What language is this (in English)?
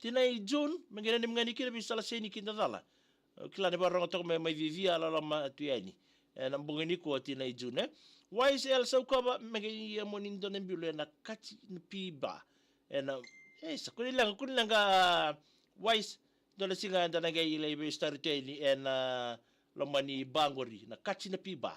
Fijian